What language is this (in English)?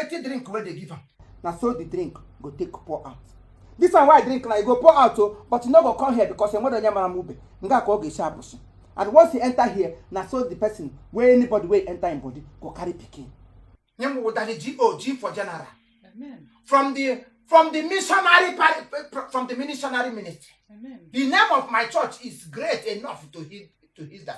Igbo